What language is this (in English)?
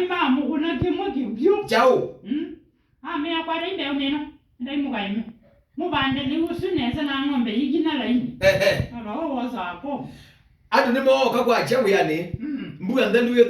Kamba